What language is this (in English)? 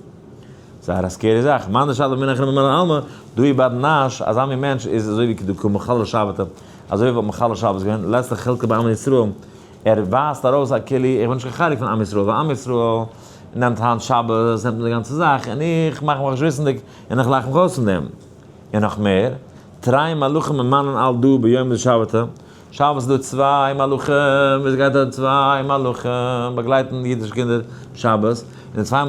Yiddish